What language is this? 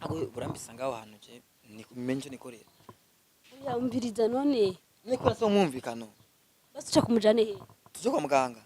Rundi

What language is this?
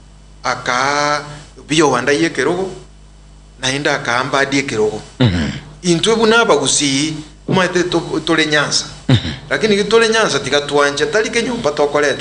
Gusii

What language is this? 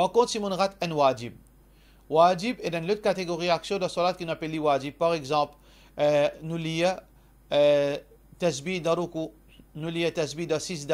Morisyen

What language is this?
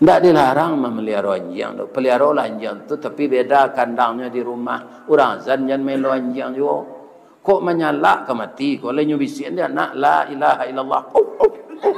Minangkabau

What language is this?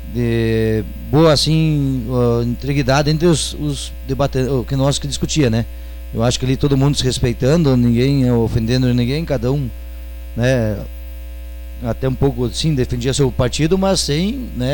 Portuguese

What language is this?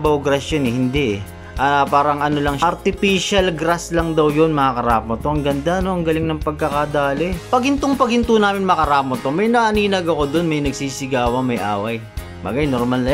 Filipino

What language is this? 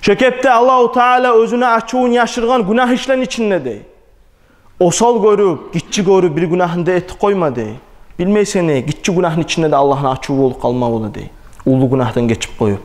Kumyk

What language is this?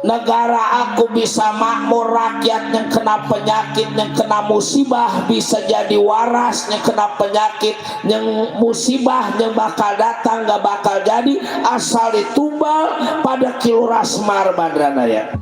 Betawi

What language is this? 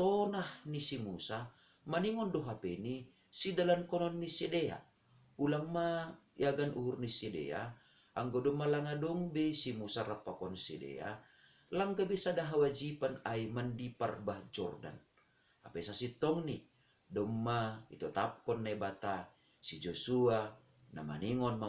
Batak Simalungun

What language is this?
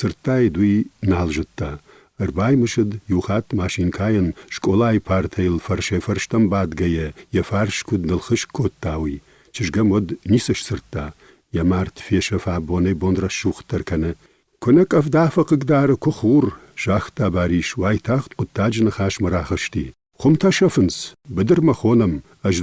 Ossetic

